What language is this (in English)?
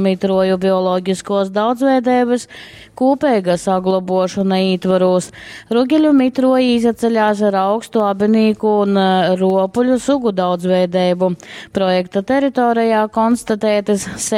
Latgalian